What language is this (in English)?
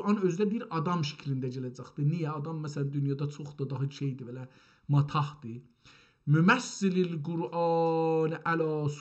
South Azerbaijani